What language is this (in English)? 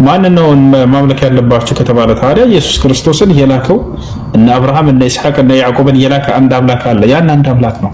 Amharic